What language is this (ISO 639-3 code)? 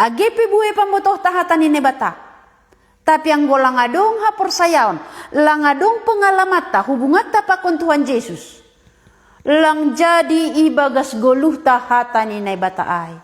bts